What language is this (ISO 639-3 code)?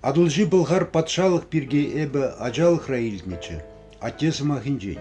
chv